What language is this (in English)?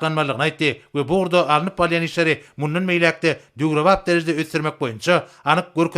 Turkmen